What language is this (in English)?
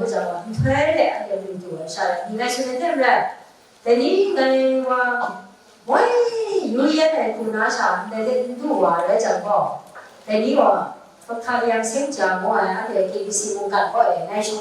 Kachin